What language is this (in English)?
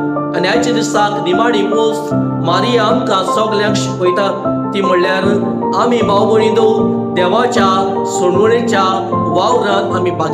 Konkani